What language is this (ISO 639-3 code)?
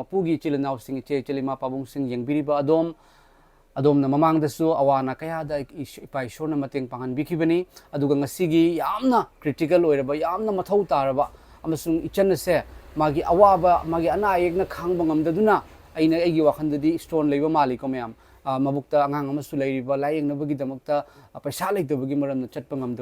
mni